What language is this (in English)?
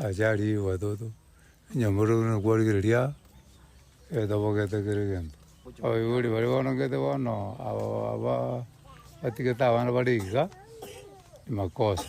Gusii